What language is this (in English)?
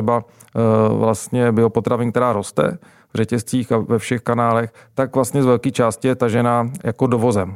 Czech